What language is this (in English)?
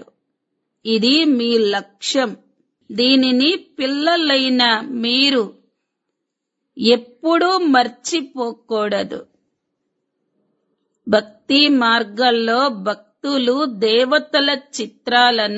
Telugu